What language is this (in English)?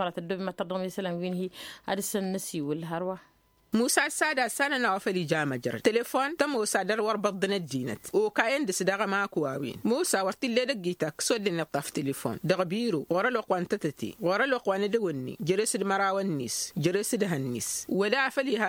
Tamasheq